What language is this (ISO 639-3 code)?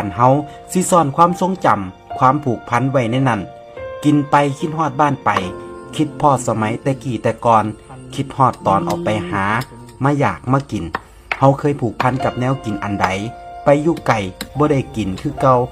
tts